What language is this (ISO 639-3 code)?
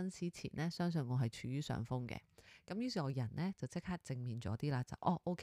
yue